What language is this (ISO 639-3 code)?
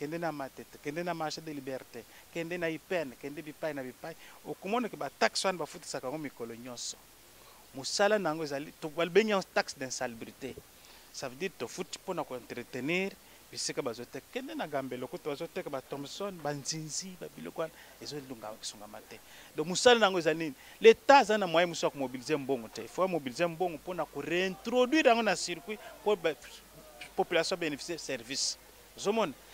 lin